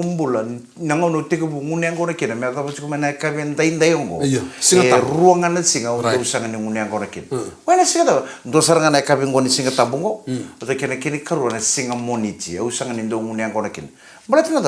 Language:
Fijian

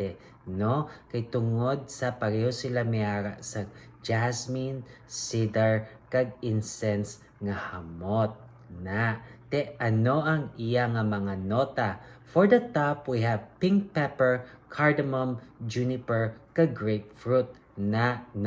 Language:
Hiligaynon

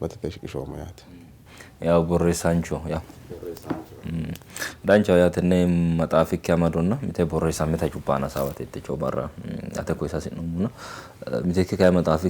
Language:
Sidamo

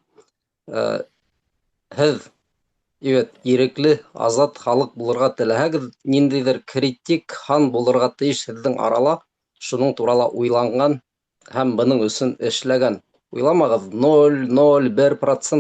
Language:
Bashkir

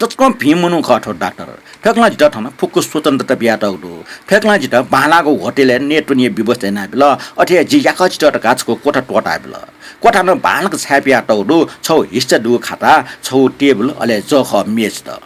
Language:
Newari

